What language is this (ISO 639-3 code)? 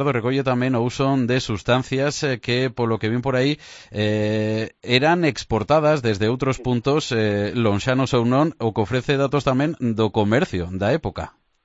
glg